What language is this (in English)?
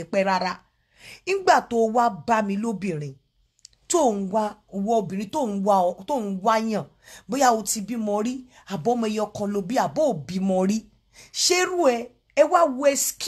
Yoruba